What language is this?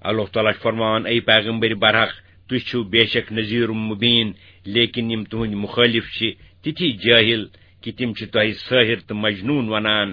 Kashmiri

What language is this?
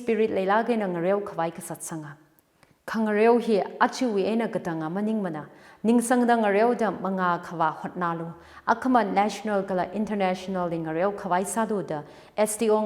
Tangkhul Naga (India)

